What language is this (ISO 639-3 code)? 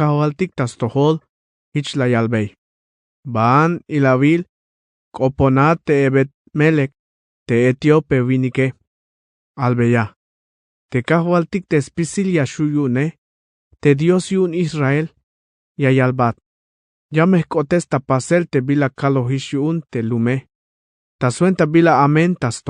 tzh